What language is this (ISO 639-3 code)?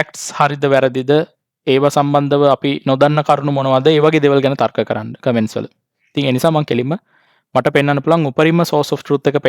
sin